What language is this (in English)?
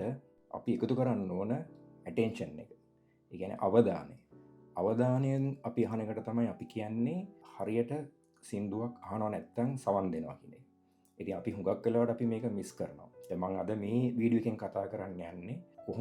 Sinhala